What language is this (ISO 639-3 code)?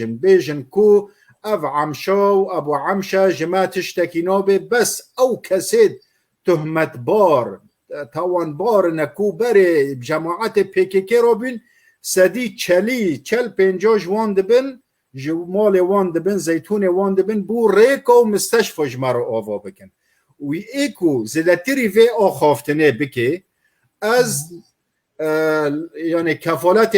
kur